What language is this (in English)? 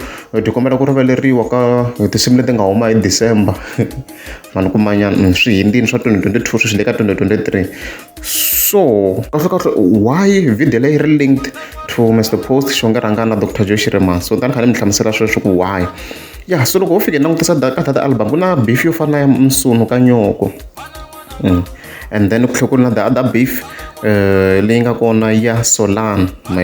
Tsonga